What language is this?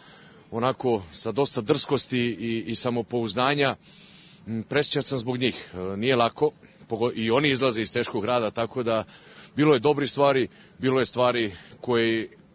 Serbian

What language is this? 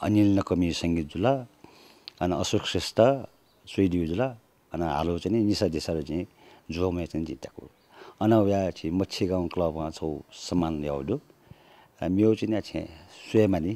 Newari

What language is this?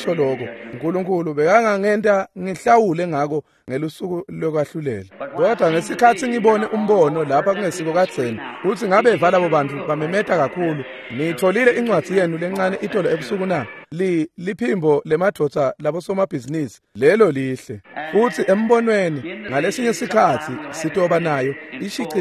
Swati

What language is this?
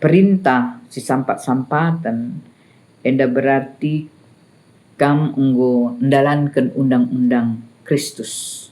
Batak Karo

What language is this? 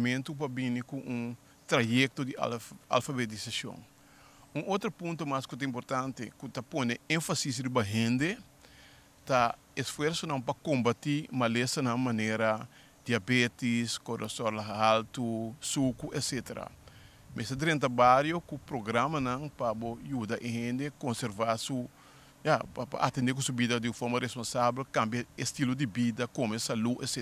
Portuguese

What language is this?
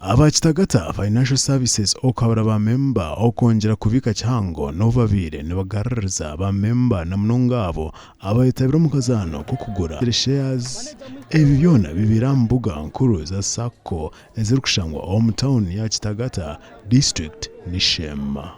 Nyankole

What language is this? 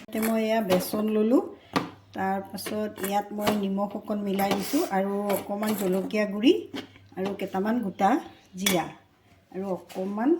Assamese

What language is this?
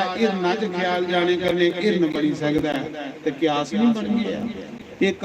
Dogri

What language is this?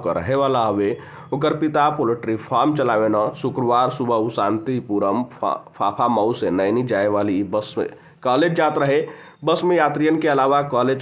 Bhojpuri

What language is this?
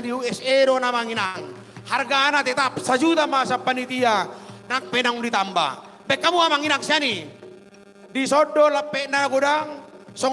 Batak Toba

